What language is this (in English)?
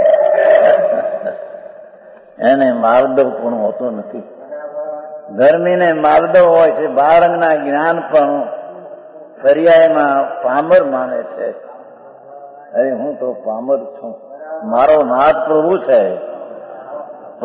Gujarati